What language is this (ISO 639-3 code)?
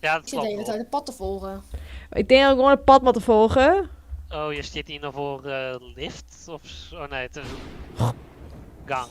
fry